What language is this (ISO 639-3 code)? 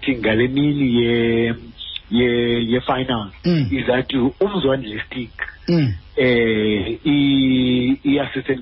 xho